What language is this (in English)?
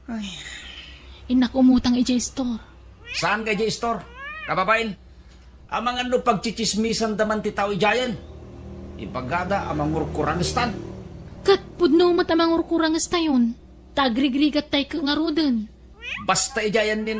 Iloko